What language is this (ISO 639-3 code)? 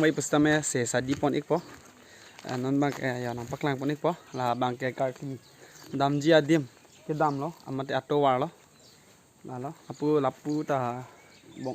mjw